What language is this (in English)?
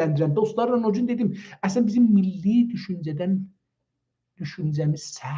South Azerbaijani